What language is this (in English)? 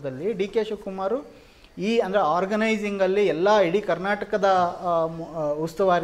Kannada